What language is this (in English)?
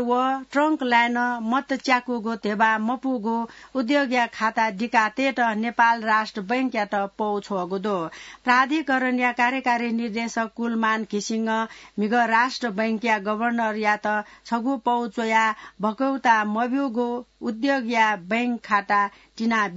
Newari